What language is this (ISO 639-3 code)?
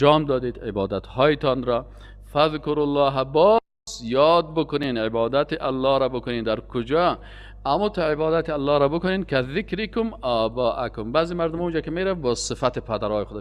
fas